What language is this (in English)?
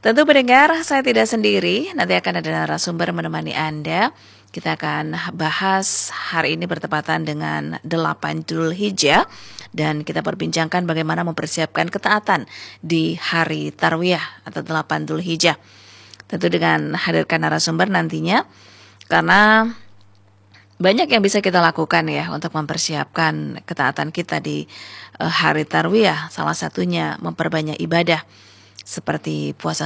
Indonesian